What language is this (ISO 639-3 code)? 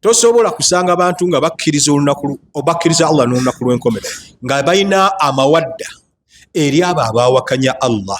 lug